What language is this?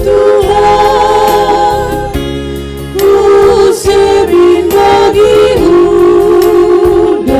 Batak Karo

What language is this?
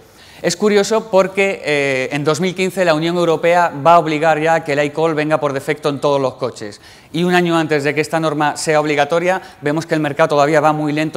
Spanish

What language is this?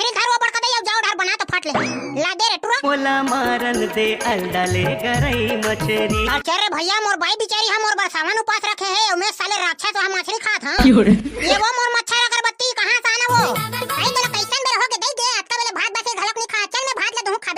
Chhattisgarhi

